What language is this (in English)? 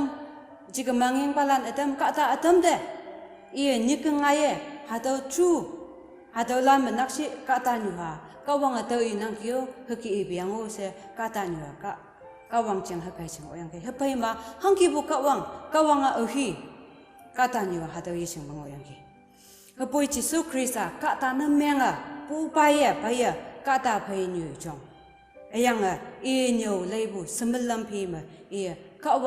Konyak Naga